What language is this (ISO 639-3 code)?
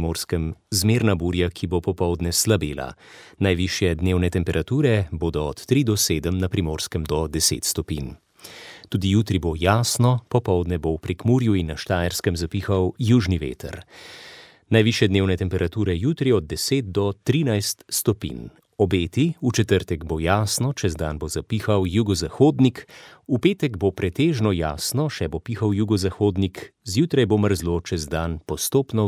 slv